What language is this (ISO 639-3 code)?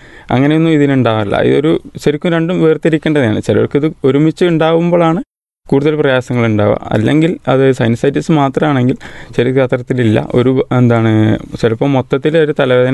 mal